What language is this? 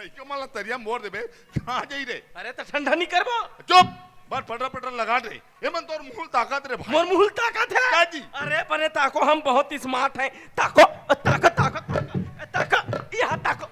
Chhattisgarhi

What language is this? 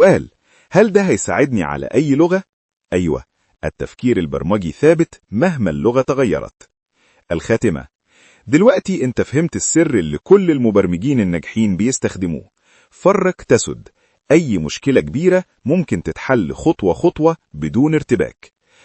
Egyptian Arabic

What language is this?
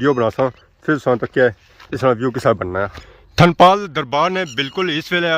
Pahari-Potwari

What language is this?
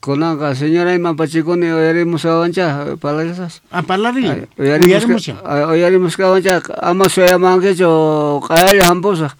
Quechua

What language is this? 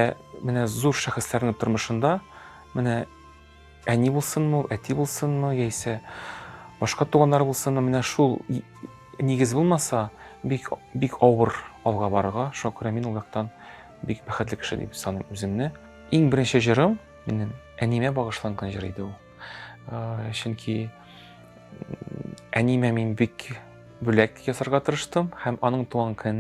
Tatar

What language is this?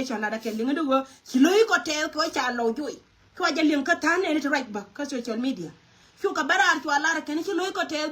Nuer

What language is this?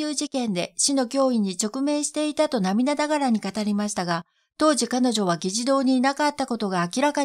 Japanese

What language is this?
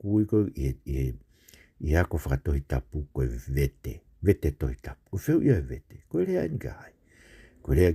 Tongan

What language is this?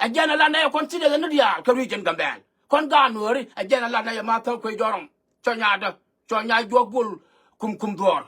Nuer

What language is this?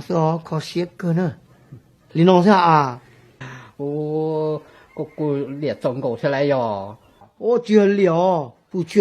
Hmong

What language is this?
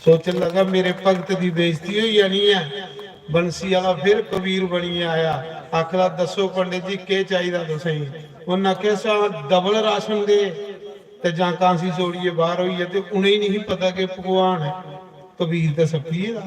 Dogri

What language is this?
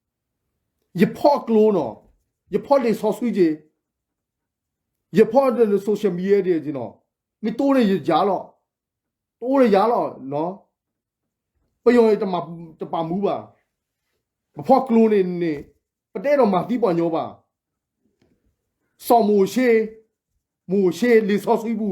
S'gaw Karen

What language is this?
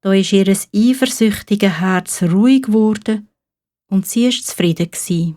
Swiss German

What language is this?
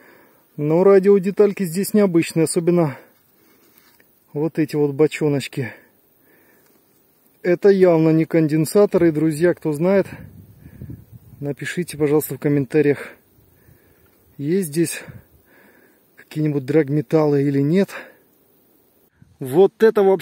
Russian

